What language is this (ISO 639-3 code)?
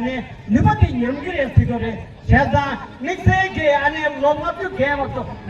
bod